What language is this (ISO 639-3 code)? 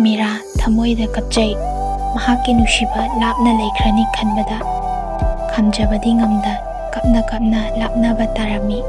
mni